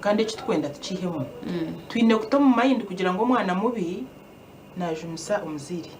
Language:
Nyankole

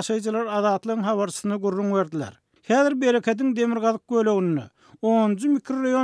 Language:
Turkmen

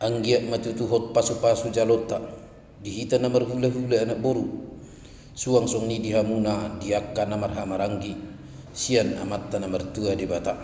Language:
Batak Toba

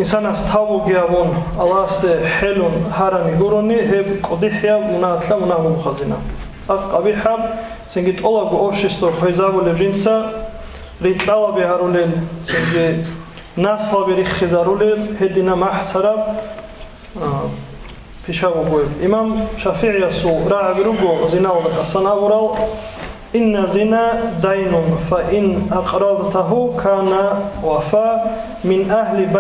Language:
Avaric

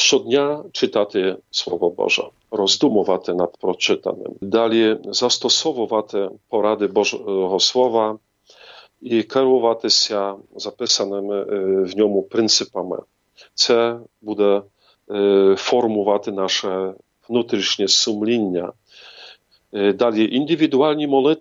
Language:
Ukrainian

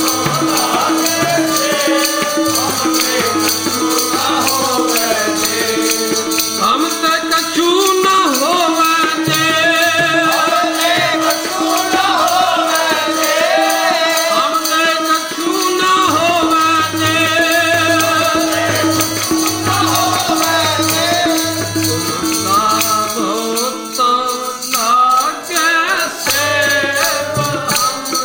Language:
Punjabi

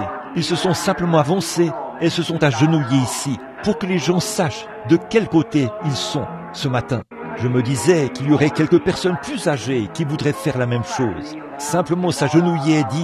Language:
French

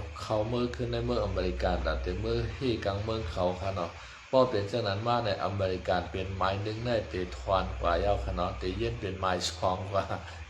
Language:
Shan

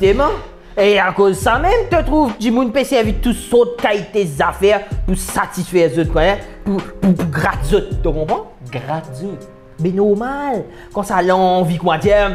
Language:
Morisyen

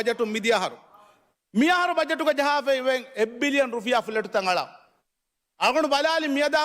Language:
Divehi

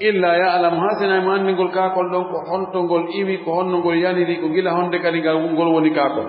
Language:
Fula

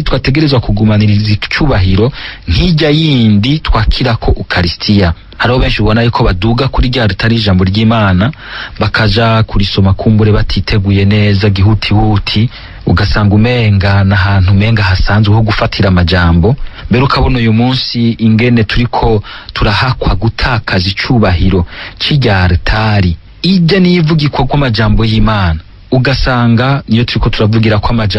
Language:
Rundi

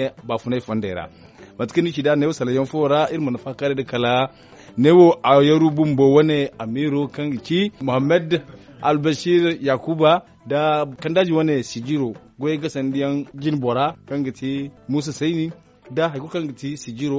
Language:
Zarma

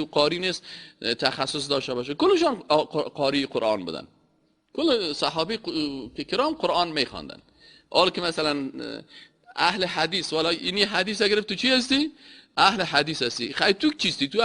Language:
Persian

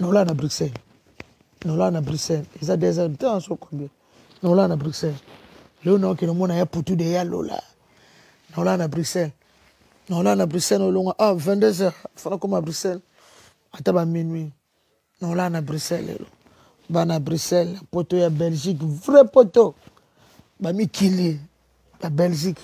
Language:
Lingala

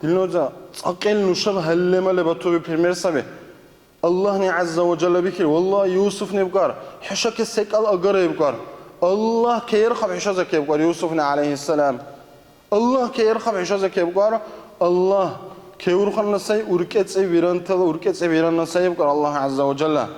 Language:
Dargwa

